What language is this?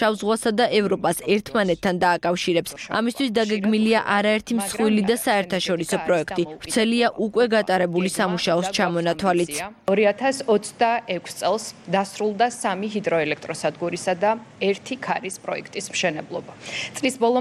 Georgian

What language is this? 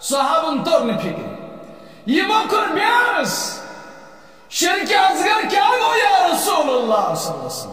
Kashmiri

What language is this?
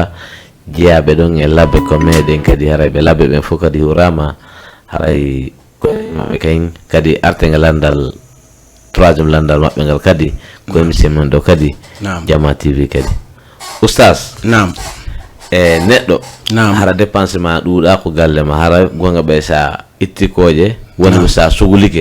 Fula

